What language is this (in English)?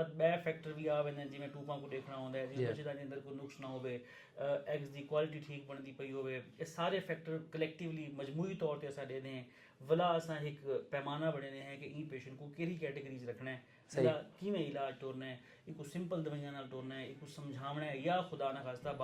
Saraiki